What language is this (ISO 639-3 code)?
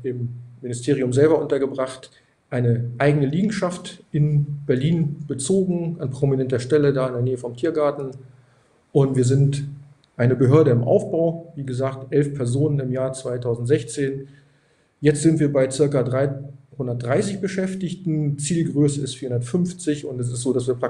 deu